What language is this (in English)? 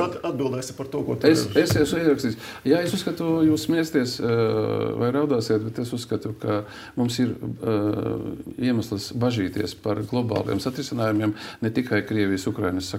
Latvian